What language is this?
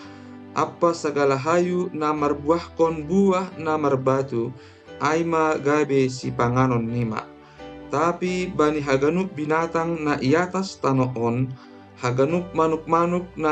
Batak Simalungun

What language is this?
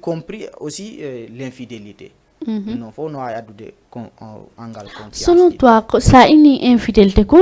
Fula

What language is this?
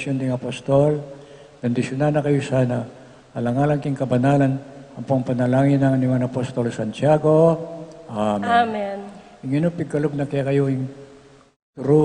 Pampanga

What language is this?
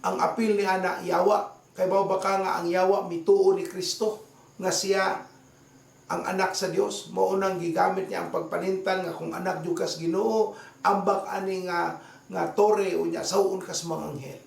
Cebuano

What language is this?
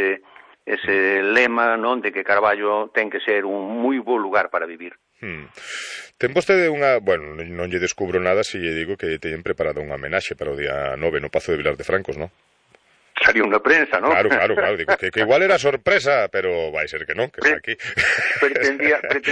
Galician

